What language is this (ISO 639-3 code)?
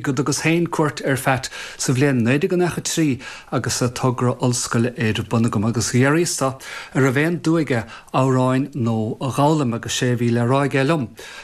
gle